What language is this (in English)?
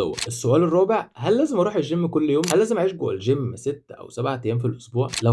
Egyptian Arabic